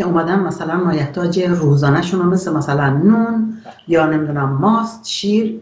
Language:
Persian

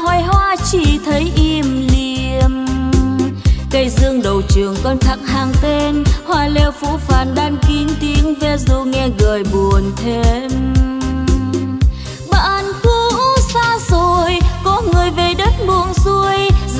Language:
Vietnamese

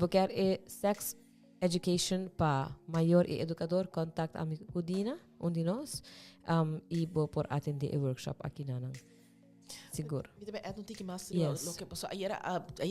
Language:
Papiamento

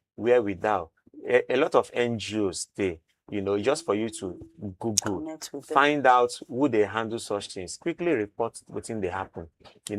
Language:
Nigerian Pidgin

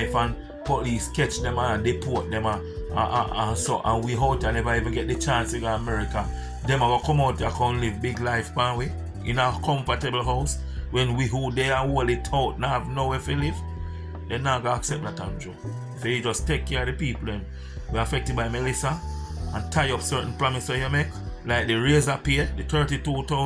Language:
Jamaican Creole English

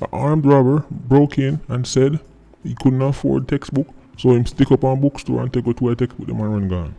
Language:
Jamaican Creole English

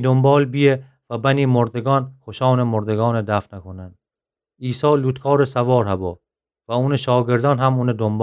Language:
Gilaki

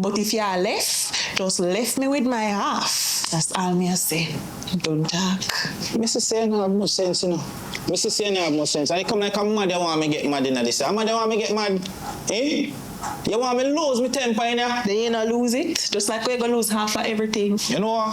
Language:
Jamaican Creole English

